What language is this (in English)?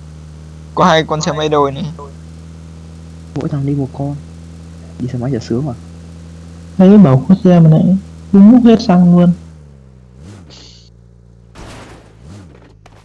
Vietnamese